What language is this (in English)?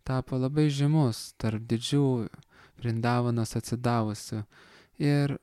Lithuanian